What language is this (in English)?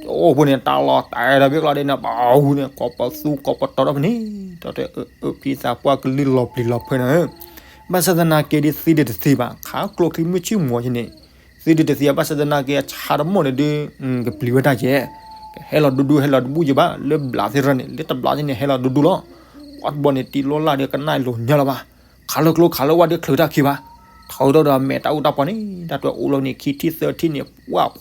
S'gaw Karen